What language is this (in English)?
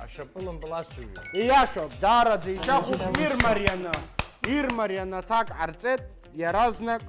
Abkhazian